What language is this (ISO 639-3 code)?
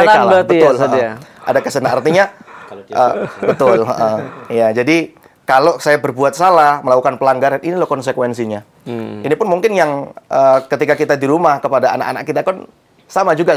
ind